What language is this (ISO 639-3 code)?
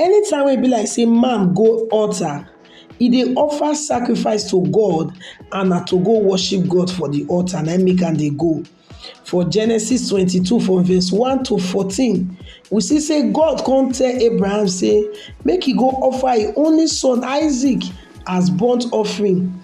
pcm